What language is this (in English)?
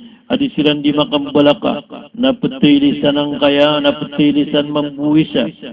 Maranao